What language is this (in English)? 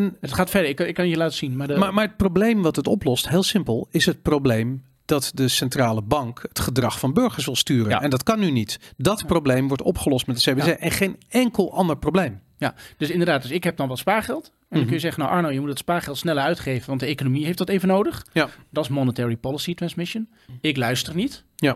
Dutch